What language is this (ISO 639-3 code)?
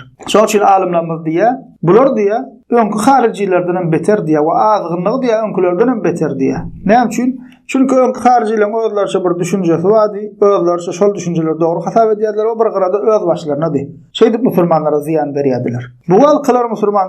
tuk